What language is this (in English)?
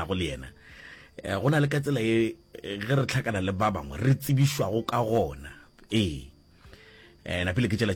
Northern Sotho